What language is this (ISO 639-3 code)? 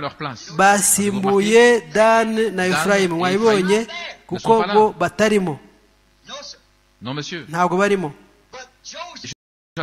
kin